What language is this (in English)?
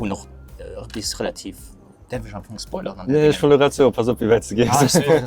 Luxembourgish